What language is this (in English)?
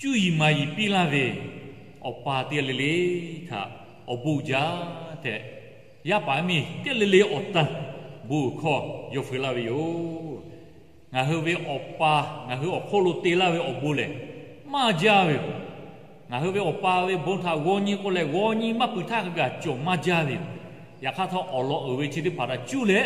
Lahu